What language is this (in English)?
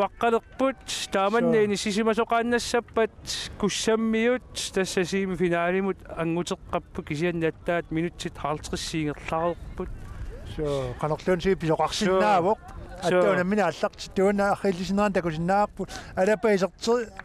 Kalaallisut